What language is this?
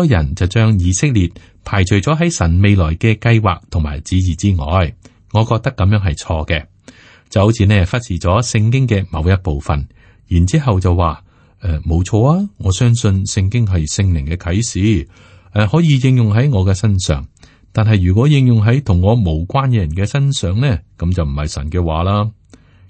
Cantonese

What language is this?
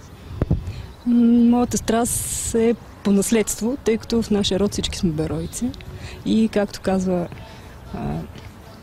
Bulgarian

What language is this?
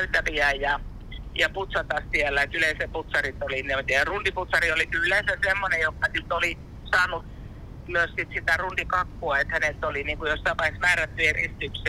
Finnish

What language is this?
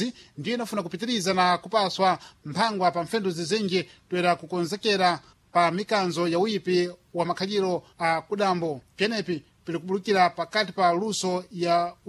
Sena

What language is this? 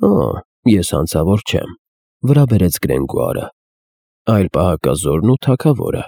Armenian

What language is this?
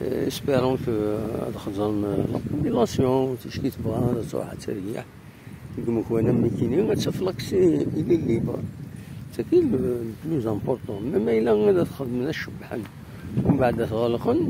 Kabyle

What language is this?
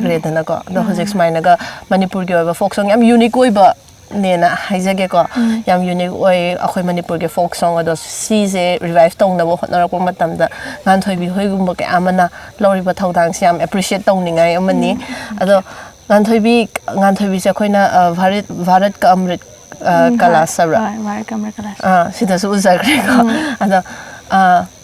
Manipuri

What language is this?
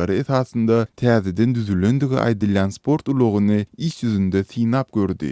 Turkmen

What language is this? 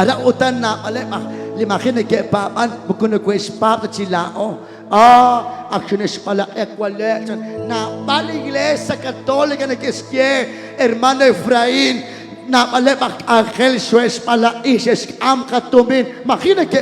Kekchí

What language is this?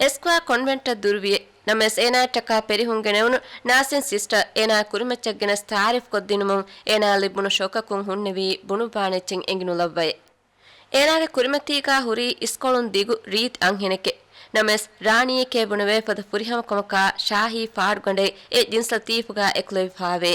Divehi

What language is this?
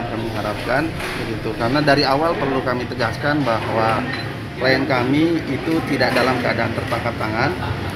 Indonesian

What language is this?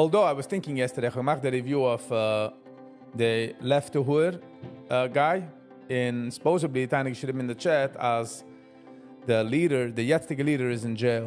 Yiddish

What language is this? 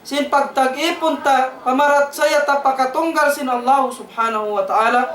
Tausug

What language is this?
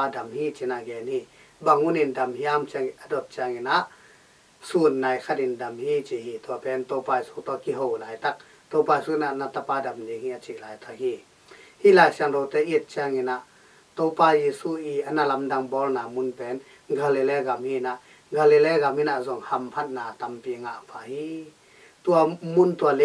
Tedim Chin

